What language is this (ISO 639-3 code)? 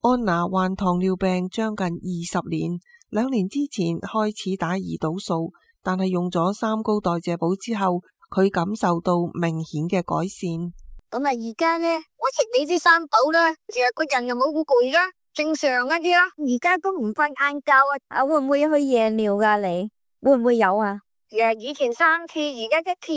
yue